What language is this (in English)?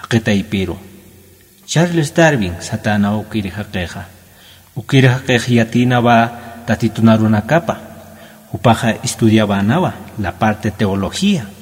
Aymara